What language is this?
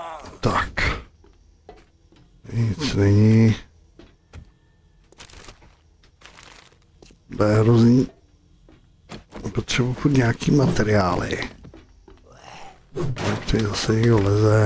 Czech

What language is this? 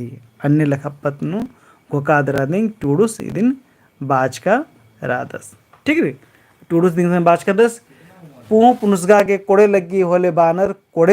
Kurukh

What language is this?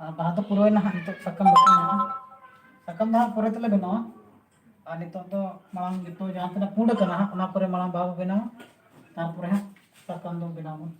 Santali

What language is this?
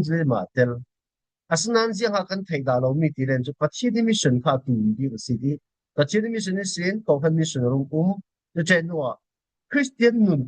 Falam Chin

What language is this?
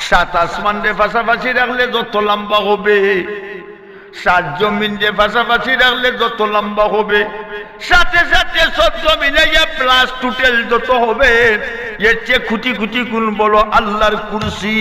Sylheti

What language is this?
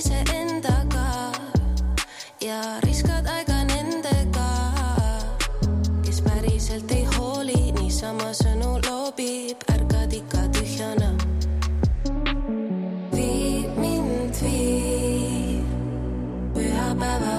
Estonian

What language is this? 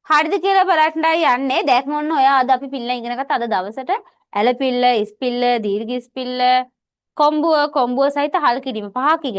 Sinhala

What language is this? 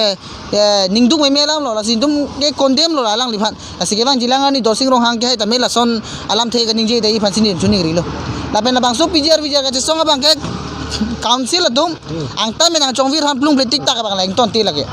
Karbi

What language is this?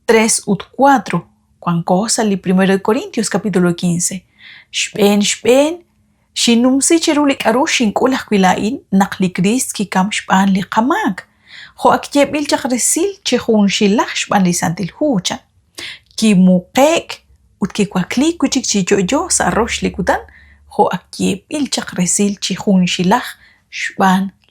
Kekchí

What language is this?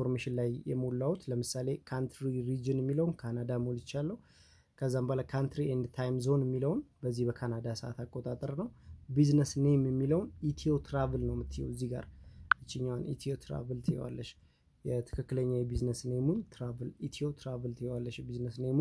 Amharic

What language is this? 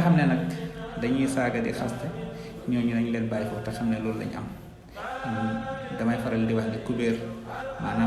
Wolof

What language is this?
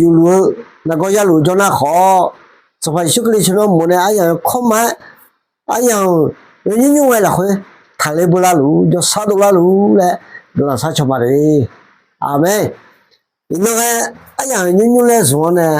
Akha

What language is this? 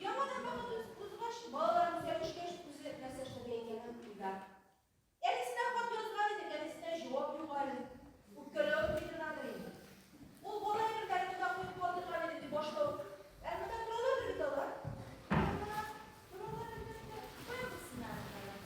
Tatar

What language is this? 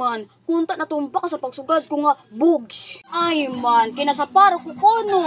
Waray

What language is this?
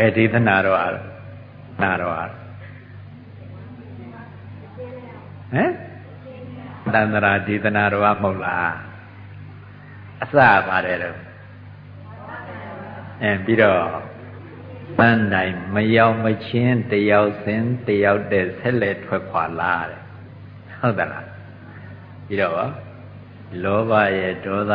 Burmese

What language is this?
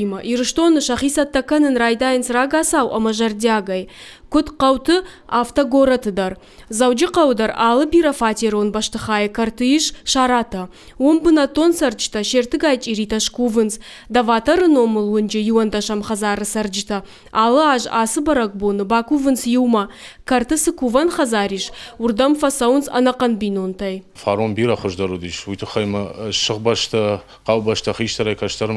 Ossetic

